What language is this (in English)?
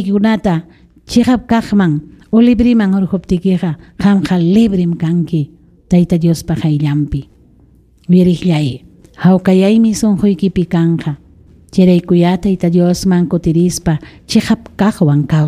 Ayacucho Quechua